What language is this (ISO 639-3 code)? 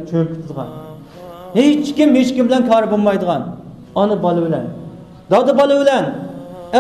uig